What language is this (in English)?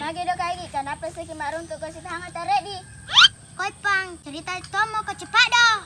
Makassar Malay